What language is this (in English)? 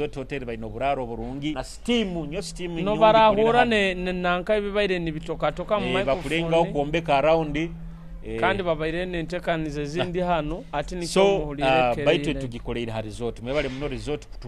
Nyoro